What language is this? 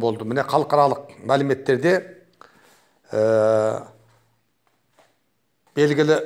Kazakh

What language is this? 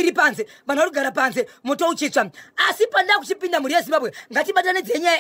Shona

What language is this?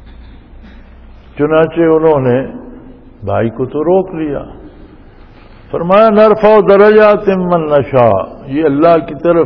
Urdu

